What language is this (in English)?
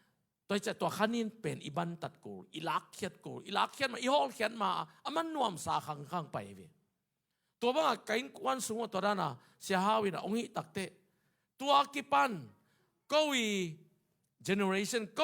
Tedim Chin